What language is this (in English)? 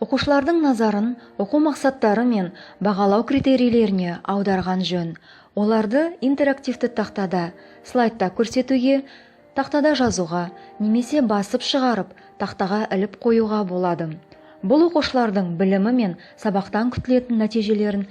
Kazakh